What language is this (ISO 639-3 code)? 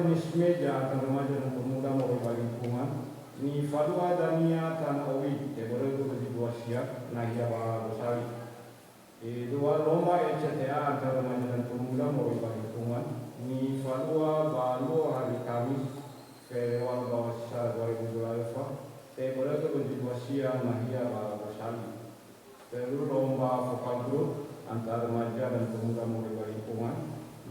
nia